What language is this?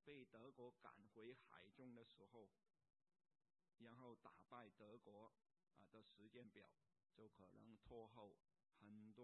Chinese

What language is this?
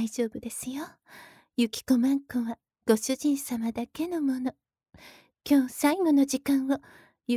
Japanese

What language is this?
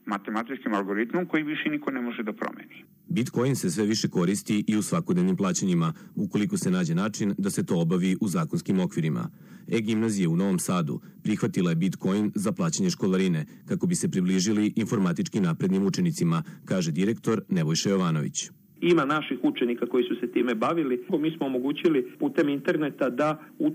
Serbian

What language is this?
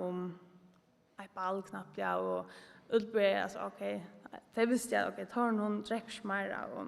Faroese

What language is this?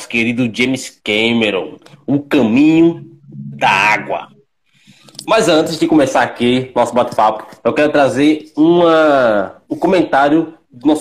Portuguese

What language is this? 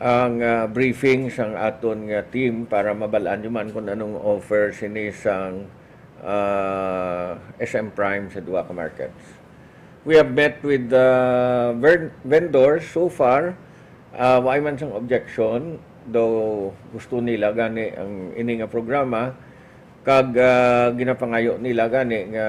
Hiligaynon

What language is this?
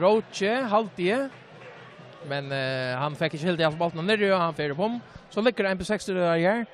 Faroese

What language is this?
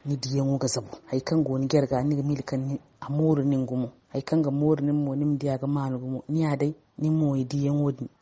Zarma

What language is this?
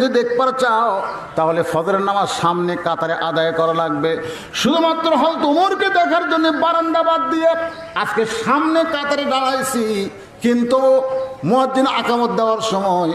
Bangla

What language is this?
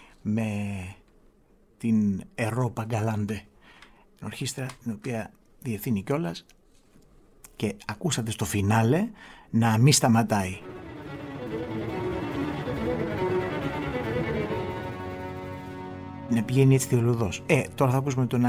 Greek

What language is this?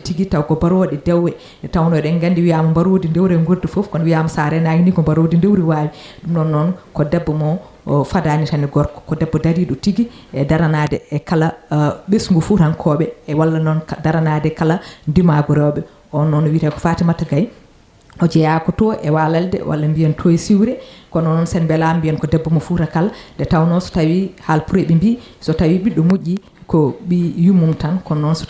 Fula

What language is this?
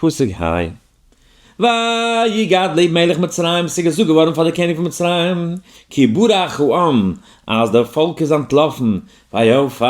Yiddish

